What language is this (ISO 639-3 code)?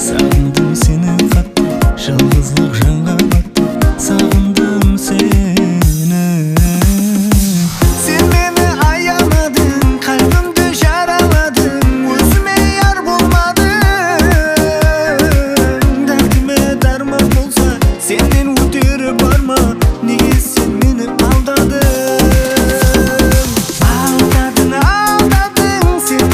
kaz